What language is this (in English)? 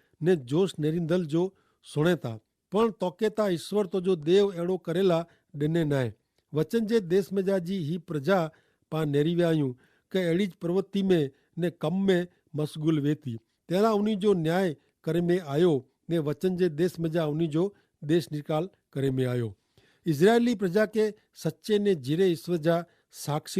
Kachhi